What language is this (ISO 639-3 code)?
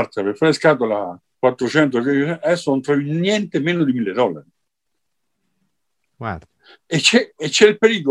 ita